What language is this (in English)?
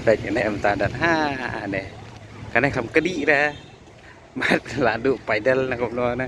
Khasi